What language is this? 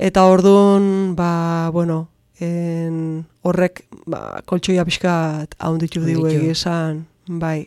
Basque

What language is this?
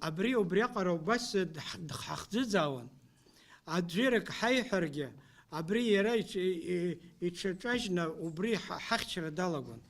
Abkhazian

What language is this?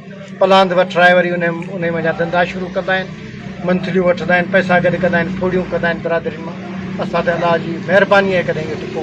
Sindhi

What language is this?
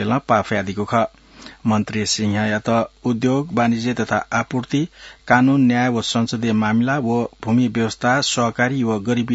Newari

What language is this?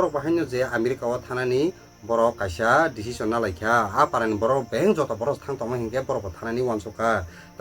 Kok Borok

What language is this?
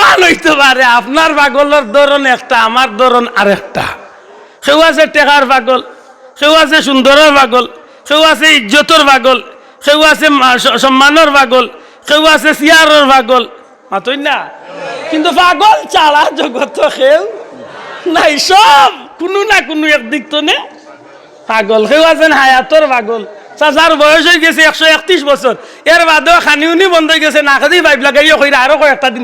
Sylheti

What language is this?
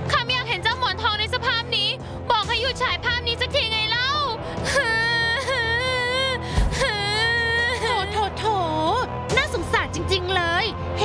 Thai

